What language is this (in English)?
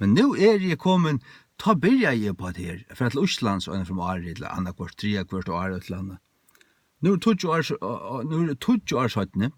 Faroese